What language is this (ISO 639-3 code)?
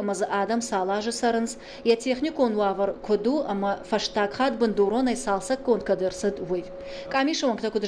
oss